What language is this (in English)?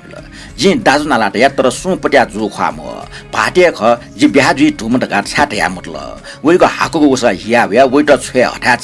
Newari